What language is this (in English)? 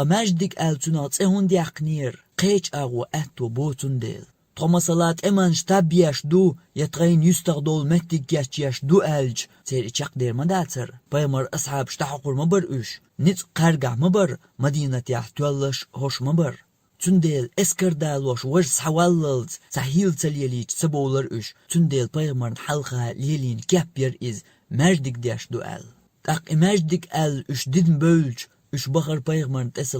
Chechen